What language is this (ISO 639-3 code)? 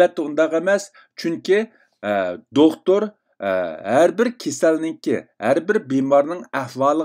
uig